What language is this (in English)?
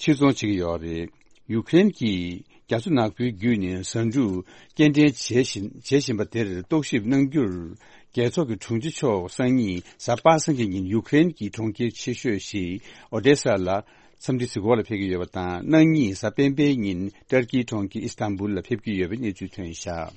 Tibetan